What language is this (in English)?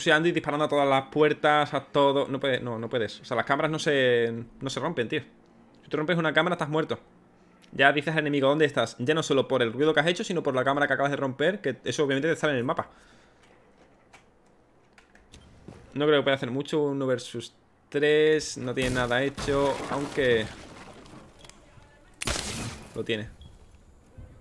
Spanish